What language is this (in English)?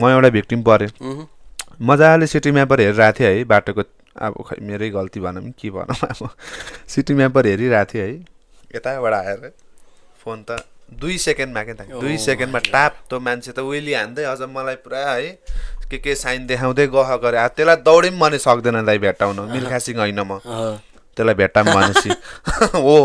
Nepali